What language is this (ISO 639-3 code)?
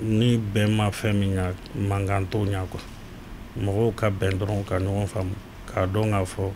bam